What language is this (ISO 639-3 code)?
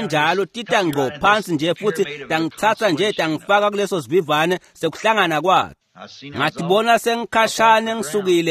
ssw